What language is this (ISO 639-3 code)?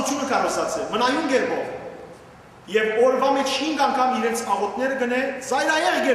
hyw